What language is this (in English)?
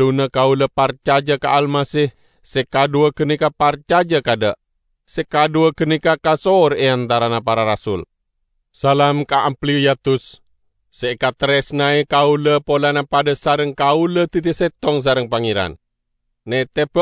Madurese